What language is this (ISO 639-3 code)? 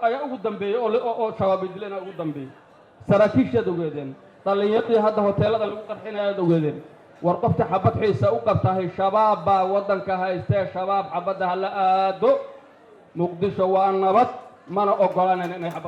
som